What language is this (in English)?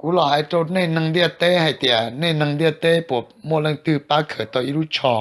Hmong